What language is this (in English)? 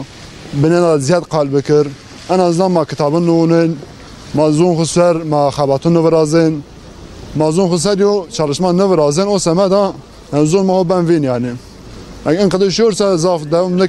Zaza